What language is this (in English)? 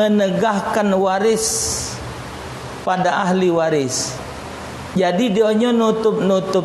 Musi